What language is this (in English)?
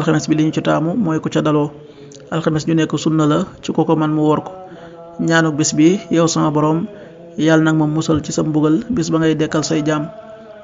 Wolof